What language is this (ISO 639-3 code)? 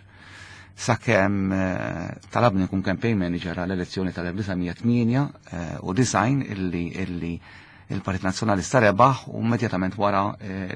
mlt